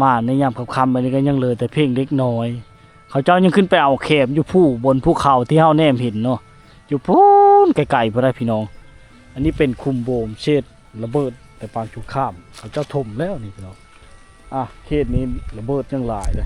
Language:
Lao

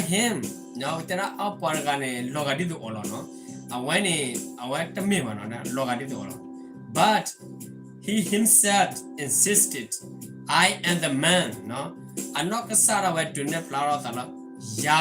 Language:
S'gaw Karen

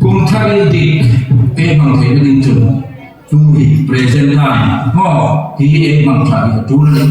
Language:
Hmar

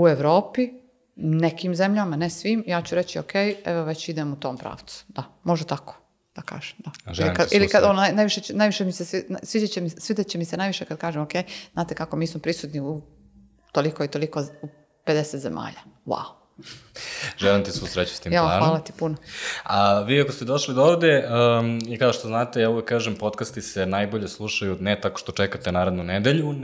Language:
Serbian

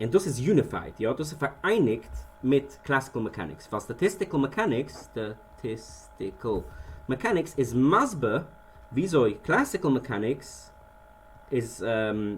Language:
Yiddish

